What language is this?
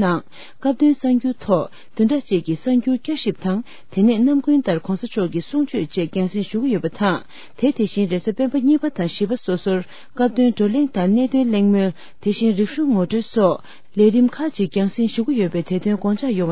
Tibetan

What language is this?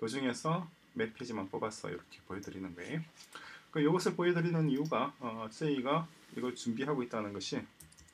Korean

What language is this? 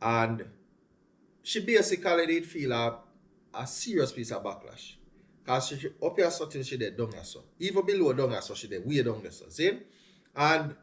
Jamaican Creole English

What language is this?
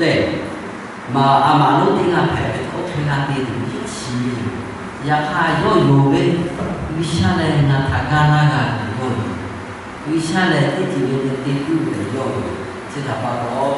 Lahu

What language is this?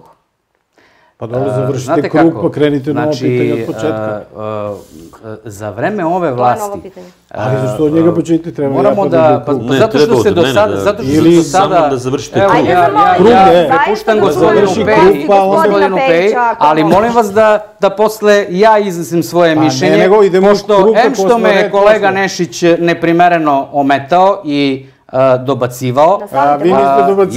Serbian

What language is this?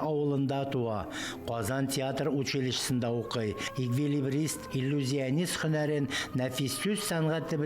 Tatar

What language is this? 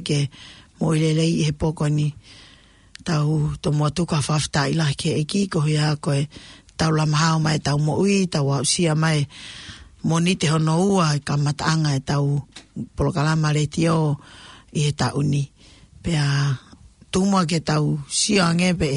Tongan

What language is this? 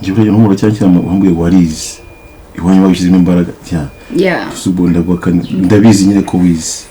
Kinyarwanda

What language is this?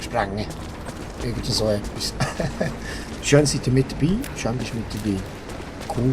Swiss German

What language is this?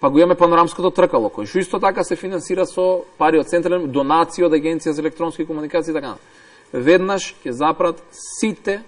Macedonian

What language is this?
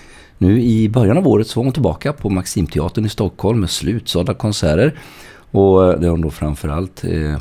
Swedish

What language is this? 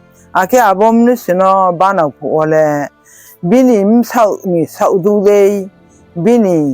Riang (India)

